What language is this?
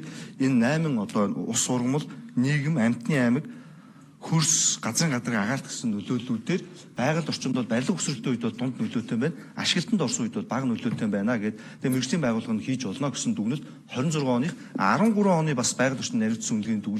Mongolian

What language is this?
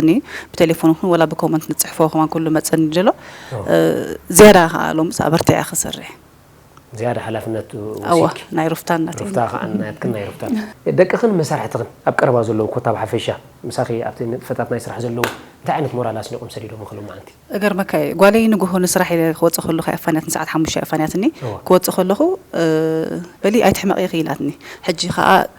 Tigrinya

